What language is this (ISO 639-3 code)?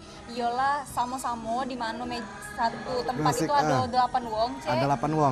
mui